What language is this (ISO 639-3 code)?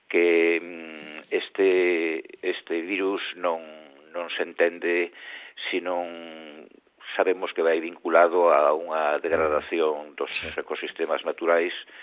glg